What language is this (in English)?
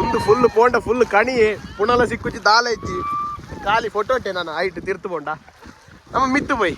Tulu